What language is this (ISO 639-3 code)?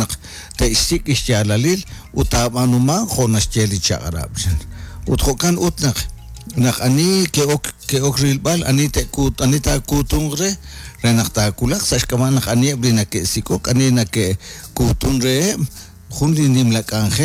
kek